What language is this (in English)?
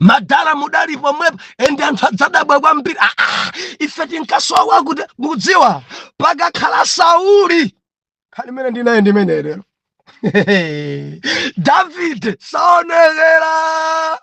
Nyanja